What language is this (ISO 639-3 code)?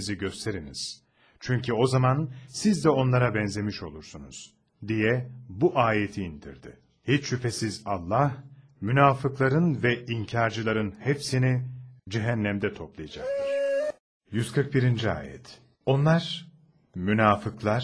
tur